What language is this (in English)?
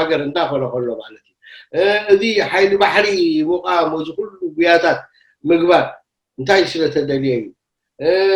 Tigrinya